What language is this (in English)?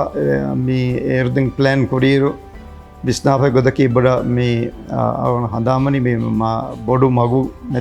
Divehi